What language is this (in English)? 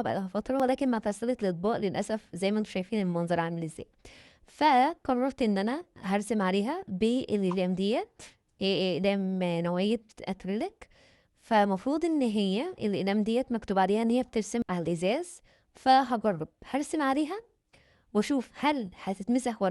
Egyptian Arabic